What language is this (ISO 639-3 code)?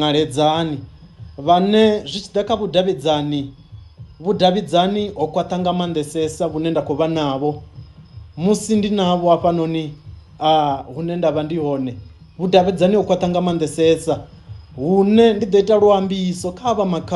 ven